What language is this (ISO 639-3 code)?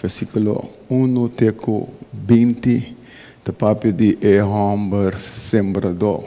pap